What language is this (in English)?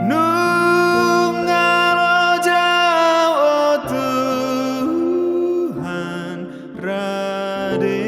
Batak Toba